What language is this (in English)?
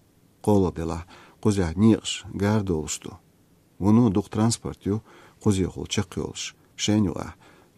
Chechen